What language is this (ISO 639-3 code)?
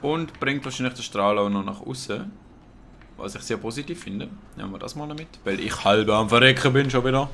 gsw